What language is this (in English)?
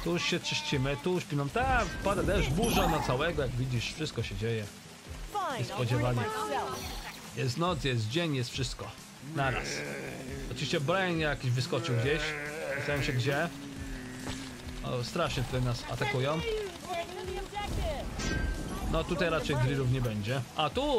Polish